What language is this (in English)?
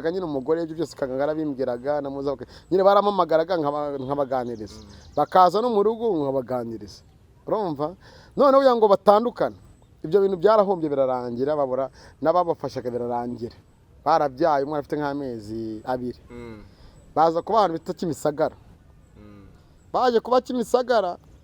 Kinyarwanda